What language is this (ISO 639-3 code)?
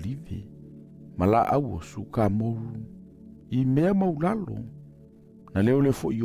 smo